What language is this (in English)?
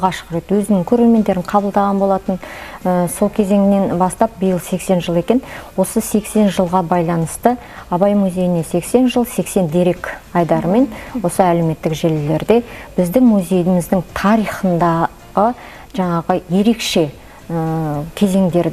Kazakh